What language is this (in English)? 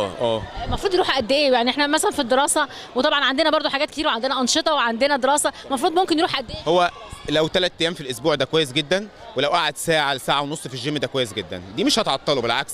Egyptian Arabic